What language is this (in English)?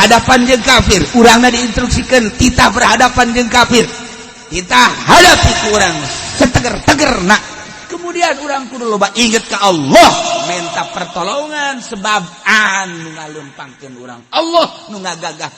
Sundanese